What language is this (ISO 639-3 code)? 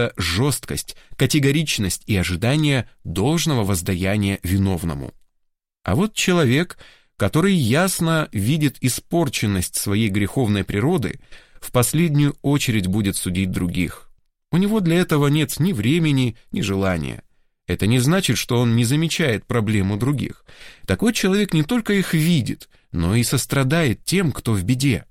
rus